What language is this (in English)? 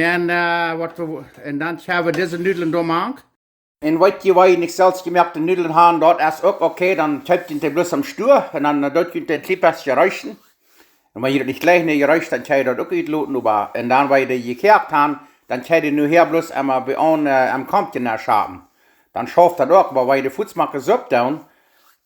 Plautdietsch